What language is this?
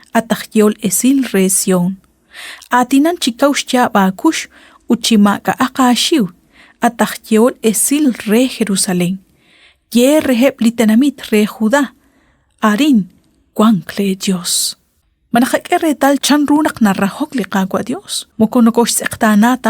Kekchí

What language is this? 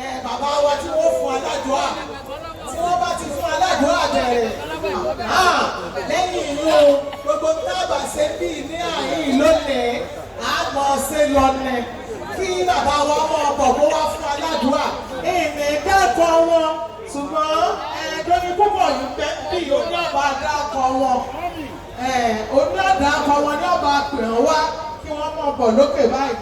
Yoruba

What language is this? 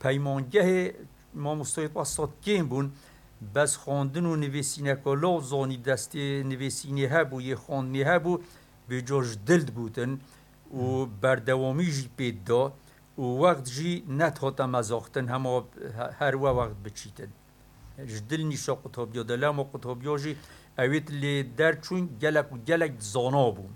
Kurdish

